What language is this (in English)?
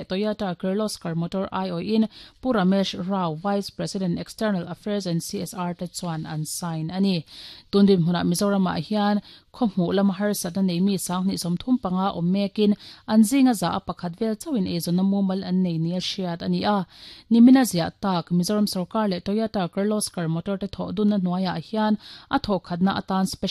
Mizo